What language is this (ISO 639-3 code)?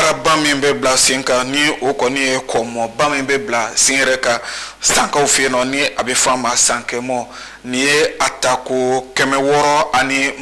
bam